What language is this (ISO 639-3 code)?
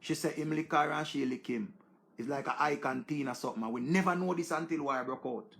jam